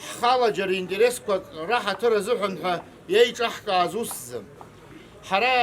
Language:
Abkhazian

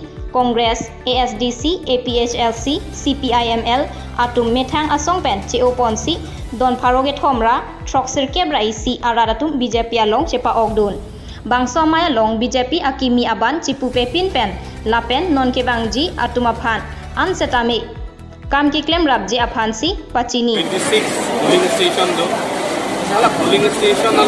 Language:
Karbi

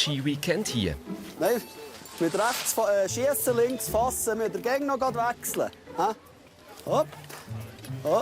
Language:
Swiss German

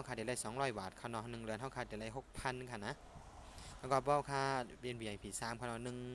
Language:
Shan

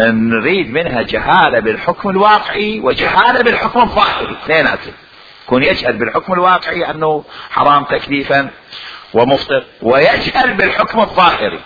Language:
Mesopotamian Arabic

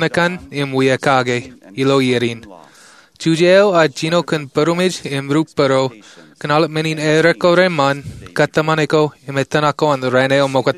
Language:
Marshallese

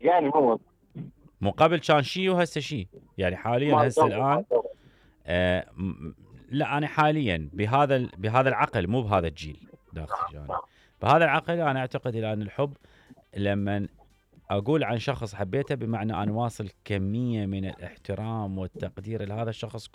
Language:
Mesopotamian Arabic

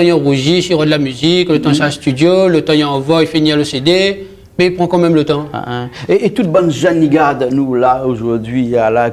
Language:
Réunion Creole French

